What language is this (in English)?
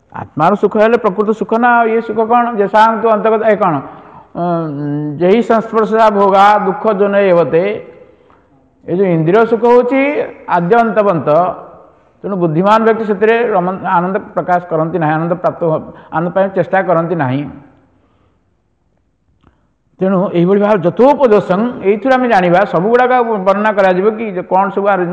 Odia